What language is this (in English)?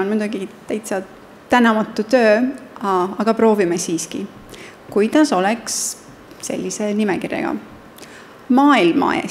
Estonian